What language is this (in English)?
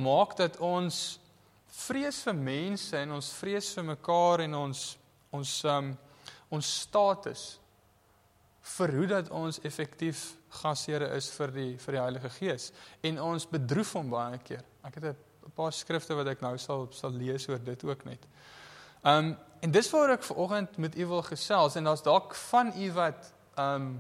Afrikaans